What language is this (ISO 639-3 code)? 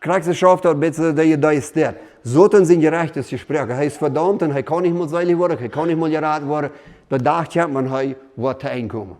pdt